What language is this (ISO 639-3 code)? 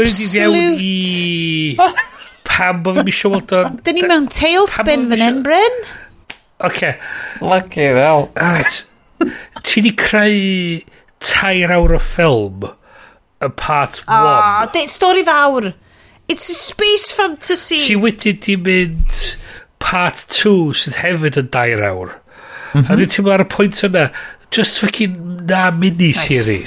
cym